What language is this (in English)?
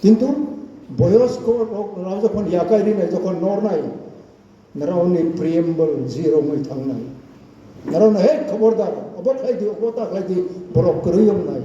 Kok Borok